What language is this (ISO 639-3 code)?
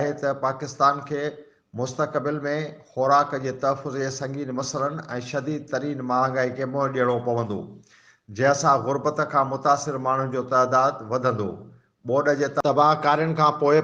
snd